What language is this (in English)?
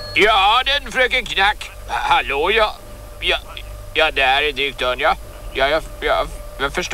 Swedish